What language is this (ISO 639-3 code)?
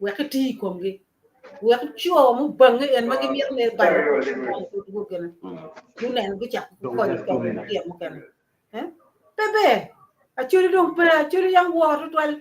ach